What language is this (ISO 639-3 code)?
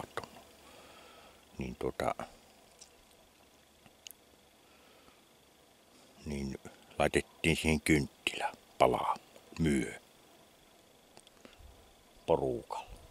fin